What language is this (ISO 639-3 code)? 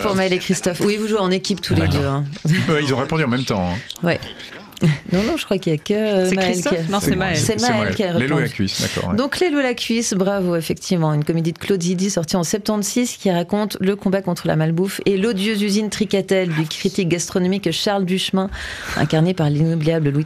fra